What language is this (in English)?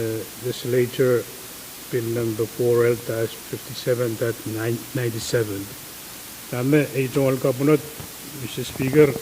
Pohnpeian